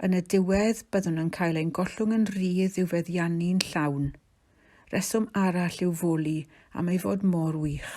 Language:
Welsh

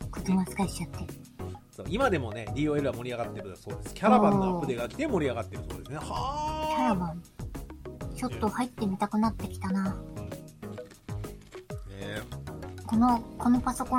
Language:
Japanese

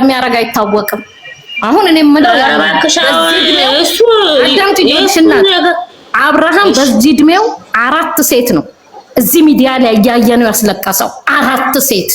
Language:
Amharic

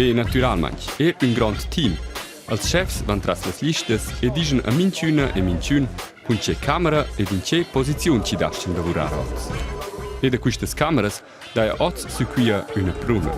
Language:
Romansh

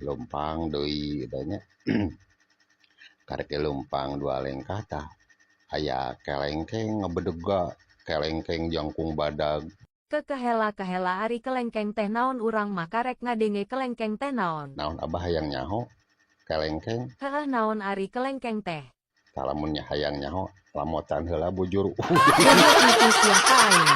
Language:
Sundanese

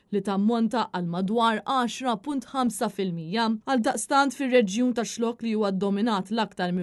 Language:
Maltese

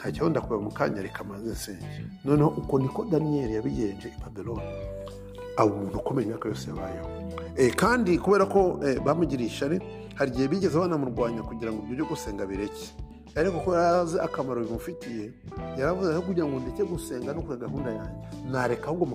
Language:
Kinyarwanda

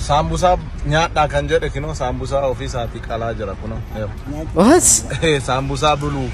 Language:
Oromo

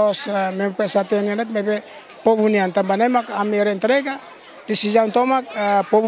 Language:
Tetum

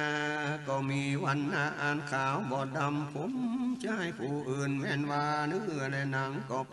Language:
Northern Thai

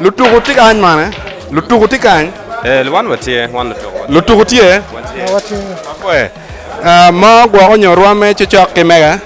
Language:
Acoli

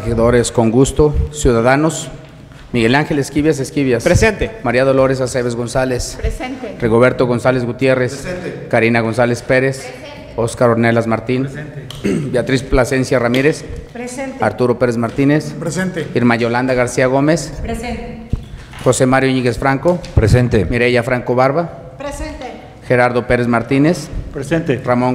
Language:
Spanish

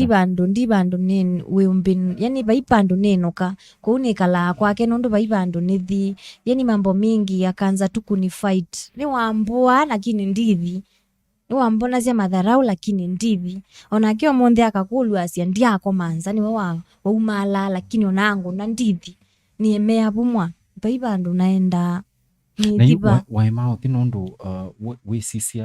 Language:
Kamba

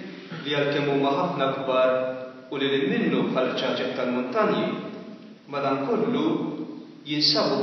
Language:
Maltese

